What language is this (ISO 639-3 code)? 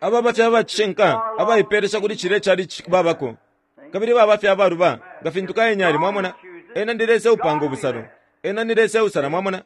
bem